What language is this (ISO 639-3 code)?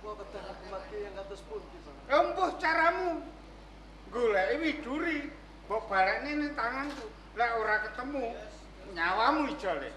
jav